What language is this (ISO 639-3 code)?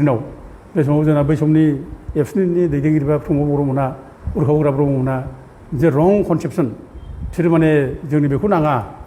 brx